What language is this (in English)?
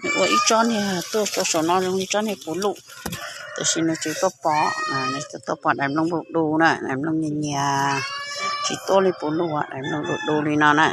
Hmong